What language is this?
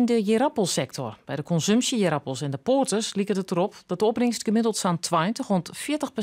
Western Frisian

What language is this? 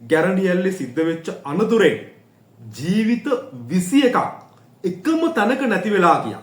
Sinhala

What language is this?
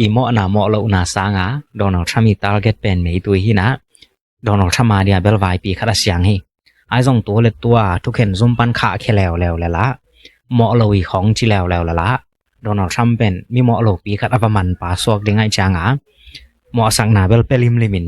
Tedim Chin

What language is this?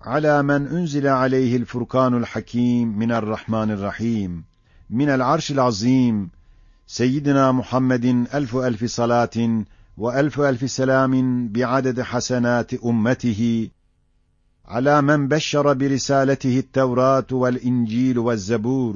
Ottoman Turkish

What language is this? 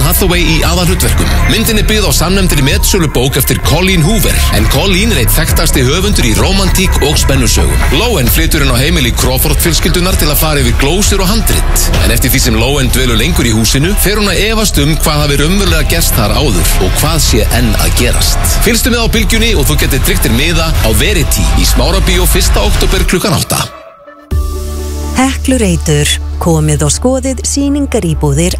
Icelandic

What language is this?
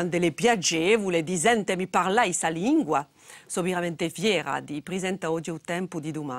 Corsican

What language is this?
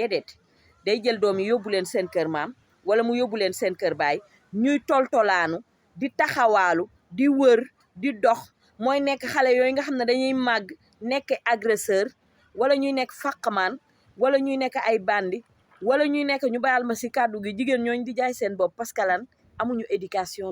Wolof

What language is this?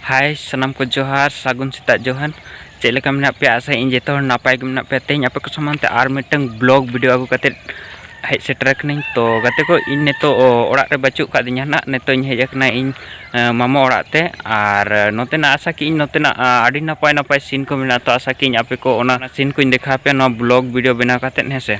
Santali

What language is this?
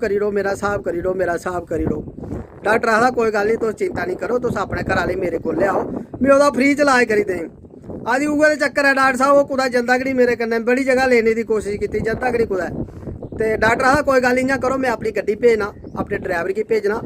Dogri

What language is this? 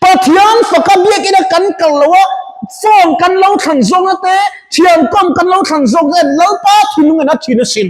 Mizo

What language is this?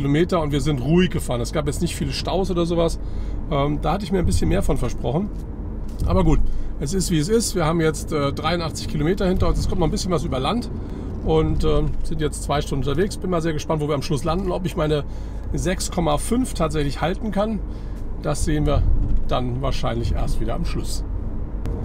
German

